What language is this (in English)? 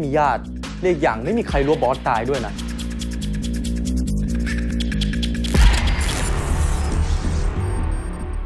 Thai